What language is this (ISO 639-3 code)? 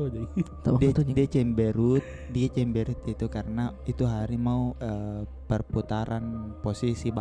mfp